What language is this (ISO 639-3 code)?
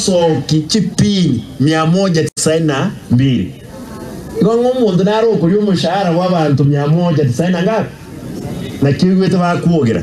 guz